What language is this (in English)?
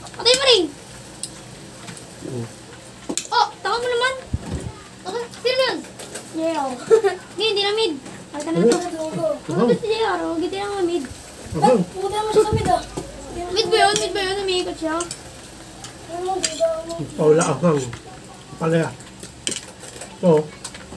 Filipino